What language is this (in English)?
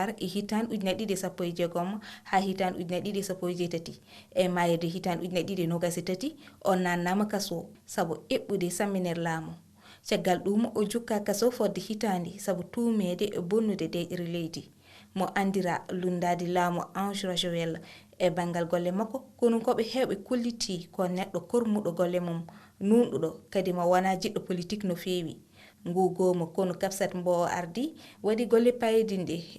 Fula